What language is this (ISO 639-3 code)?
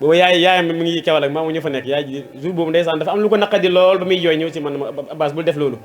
wol